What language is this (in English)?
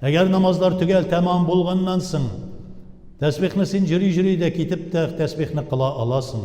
Tatar